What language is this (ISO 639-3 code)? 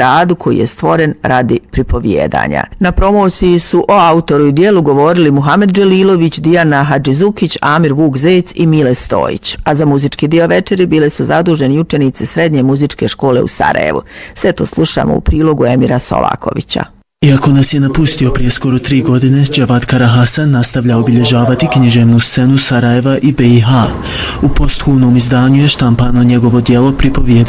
bos